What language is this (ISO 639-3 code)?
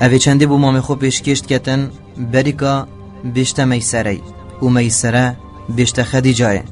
kur